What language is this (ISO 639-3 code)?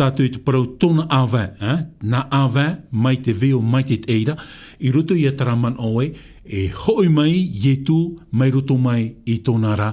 tah